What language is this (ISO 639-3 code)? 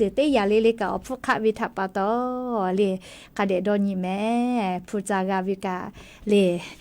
lhu